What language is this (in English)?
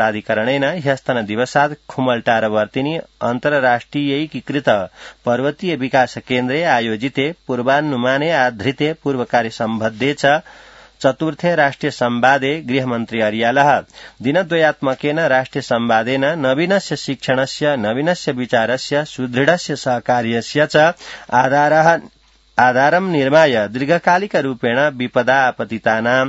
Sanskrit